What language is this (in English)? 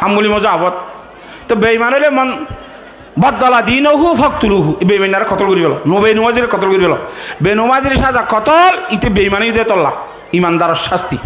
Rohingya